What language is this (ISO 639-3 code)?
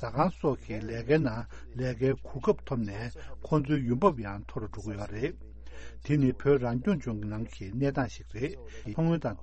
bod